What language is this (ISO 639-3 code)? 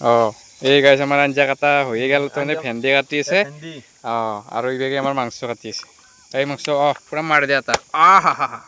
asm